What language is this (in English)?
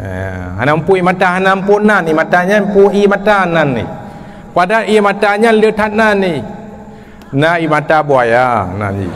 Achinese